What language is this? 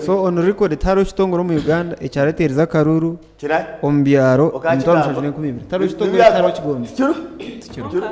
Nyankole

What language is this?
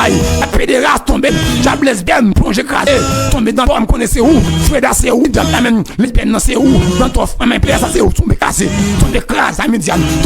Haitian Creole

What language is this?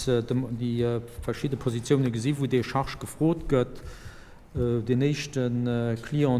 Luxembourgish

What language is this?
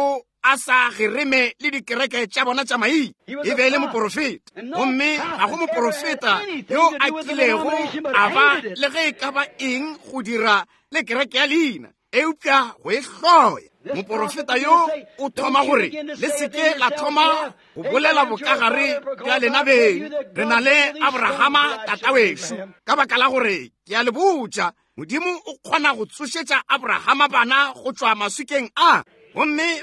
Northern Sotho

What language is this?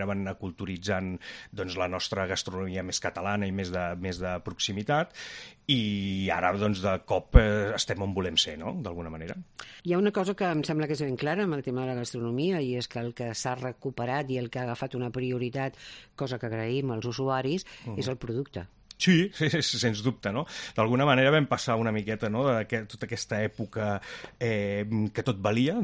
Catalan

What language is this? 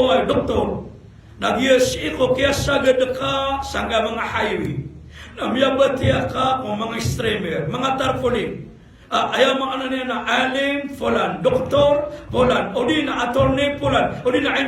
Maranao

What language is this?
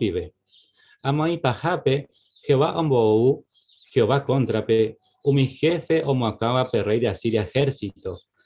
Guarani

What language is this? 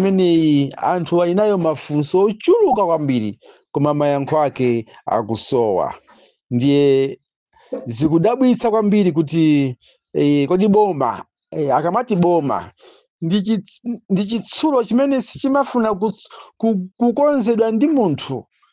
Nyanja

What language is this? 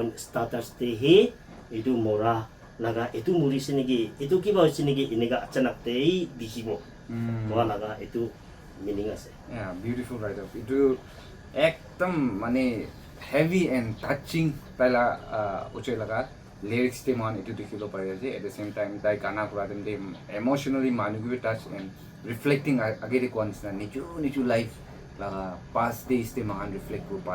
Naga Pidgin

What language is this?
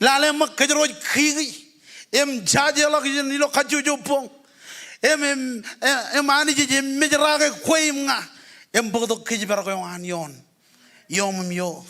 Marshallese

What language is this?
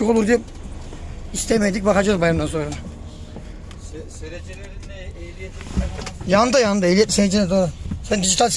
Turkish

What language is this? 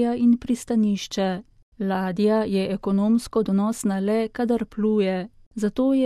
Slovenian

